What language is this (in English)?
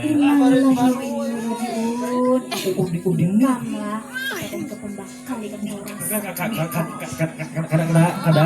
Banjar